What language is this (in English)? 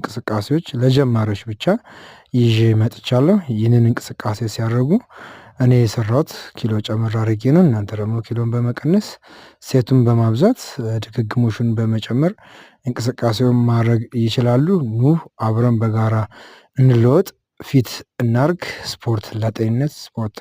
Amharic